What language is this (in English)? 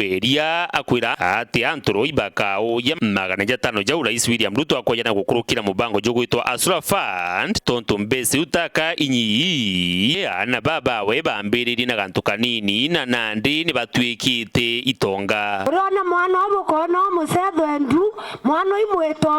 Meru